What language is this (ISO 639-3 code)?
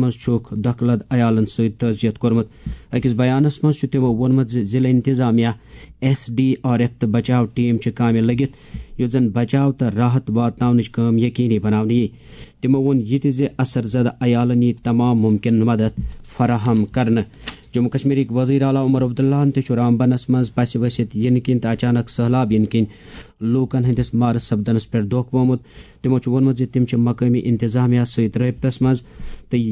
kas